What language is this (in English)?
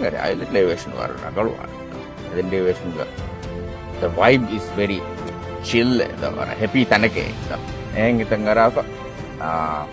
Divehi